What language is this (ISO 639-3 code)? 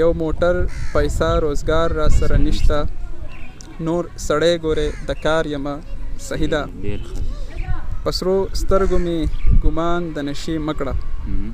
pus